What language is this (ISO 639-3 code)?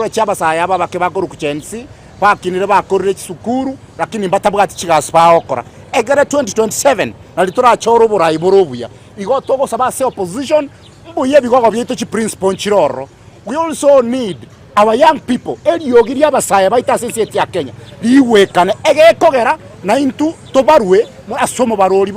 guz